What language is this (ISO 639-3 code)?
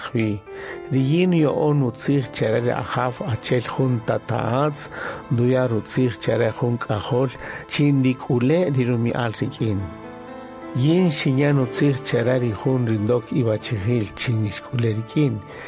cak